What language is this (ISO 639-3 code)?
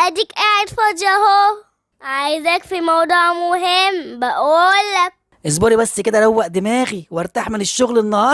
arz